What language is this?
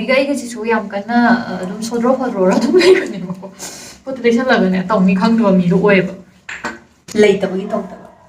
Manipuri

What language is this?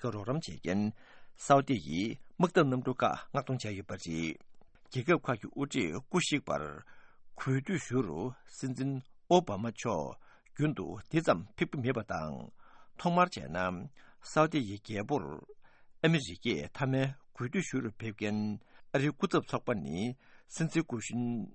Tibetan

